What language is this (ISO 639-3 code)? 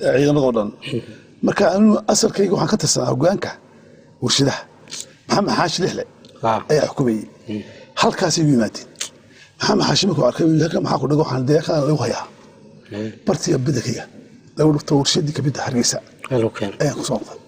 som